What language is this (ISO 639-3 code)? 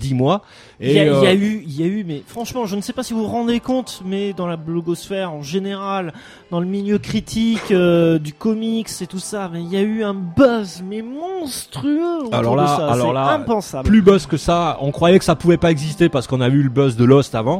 fra